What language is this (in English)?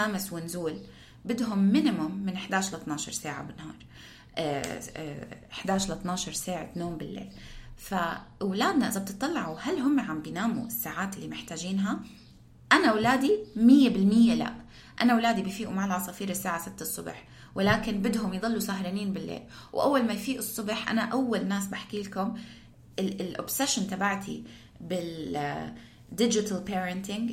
North Levantine Arabic